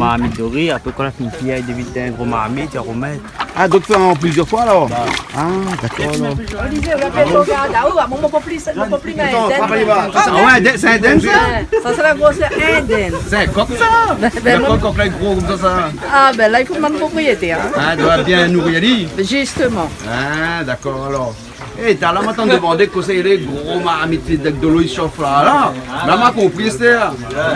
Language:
Réunion Creole French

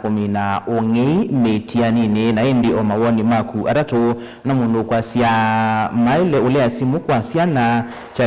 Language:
Kamba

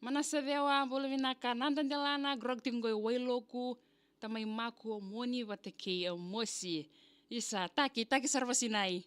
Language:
Fijian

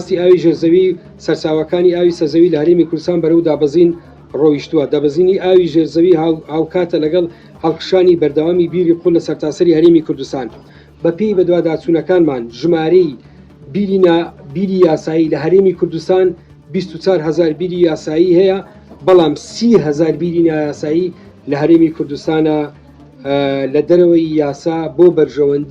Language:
Central Kurdish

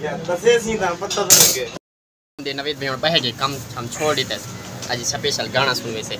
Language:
Saraiki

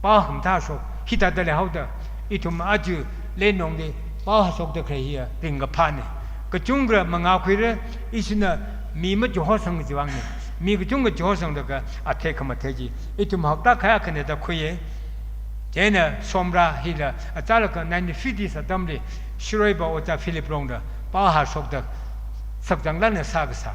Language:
Tangkhul Naga (India)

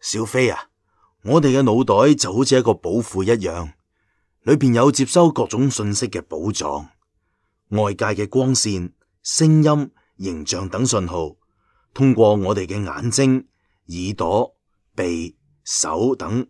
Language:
Cantonese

